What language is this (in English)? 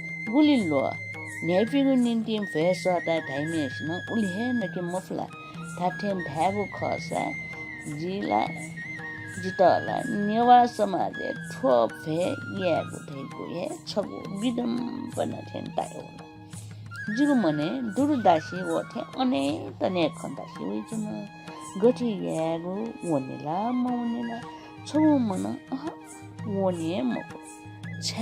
Newari